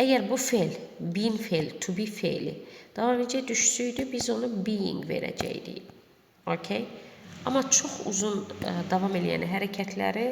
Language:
Azerbaijani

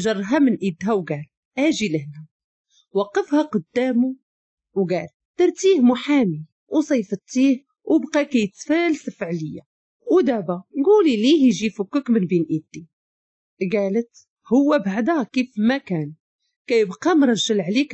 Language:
Moroccan Arabic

